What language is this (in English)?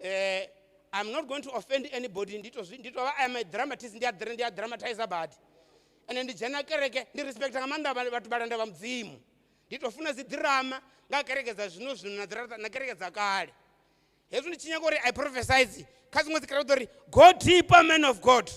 Venda